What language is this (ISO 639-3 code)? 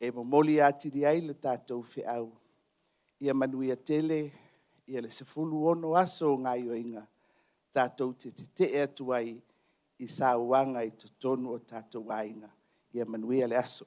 smo